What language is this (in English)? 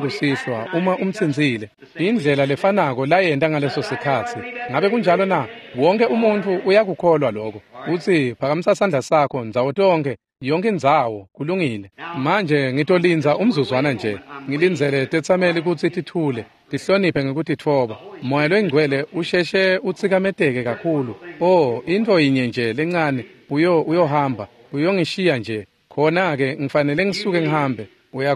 Swati